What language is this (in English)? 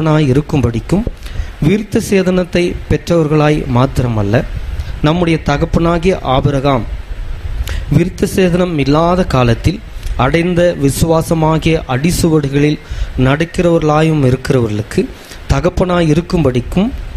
Tamil